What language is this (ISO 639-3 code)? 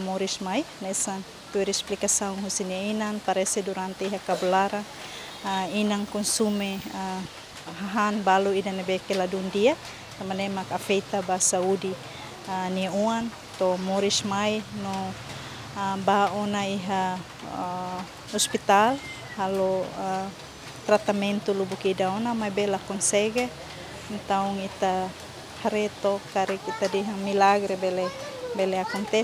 tet